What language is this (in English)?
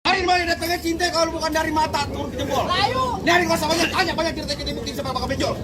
Betawi